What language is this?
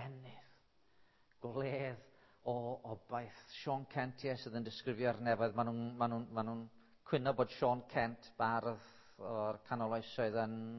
Welsh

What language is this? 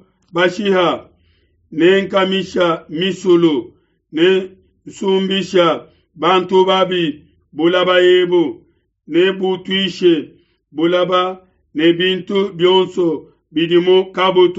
Luba-Lulua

